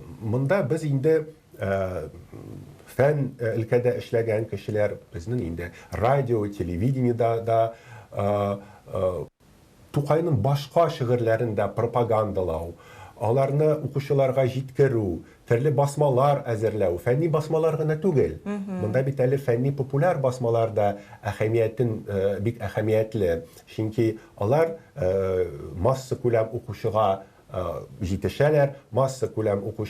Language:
Tatar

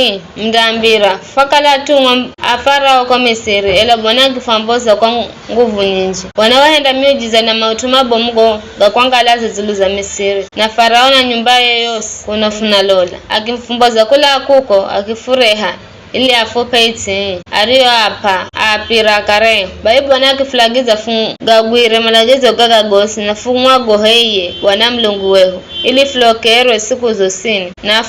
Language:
Giryama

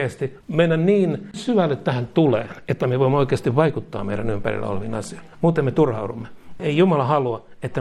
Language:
Finnish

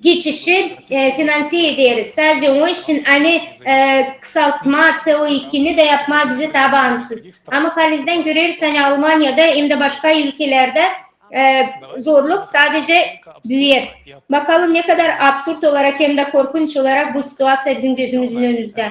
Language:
Gagauz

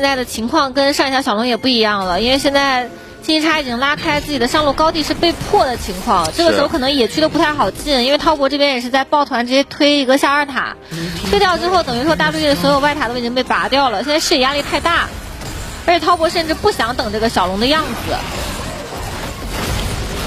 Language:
Chinese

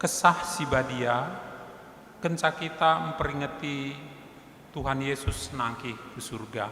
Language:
Batak Karo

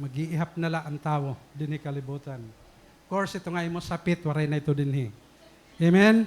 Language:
Waray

